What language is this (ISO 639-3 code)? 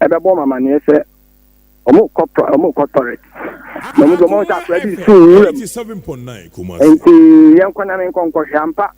aka